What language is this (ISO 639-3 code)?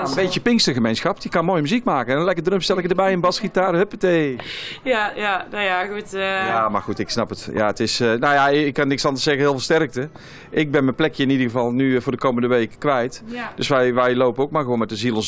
nld